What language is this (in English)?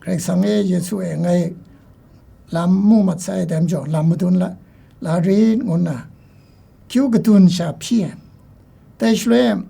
Kachin